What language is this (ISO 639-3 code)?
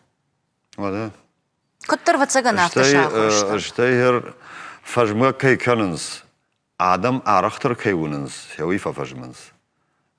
oss